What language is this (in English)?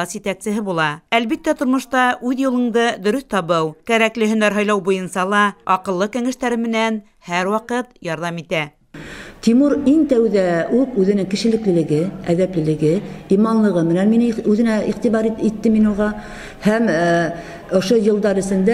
Bashkir